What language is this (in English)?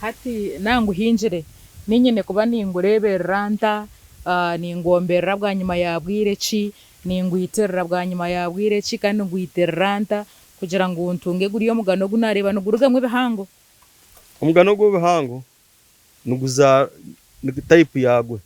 Nyankole